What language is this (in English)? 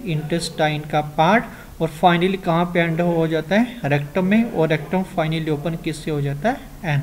Hindi